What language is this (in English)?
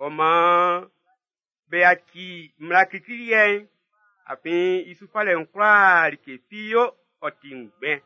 Baoulé